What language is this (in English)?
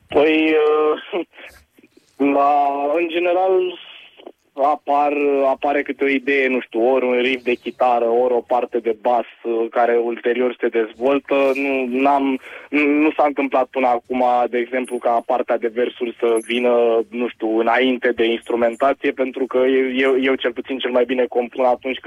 Romanian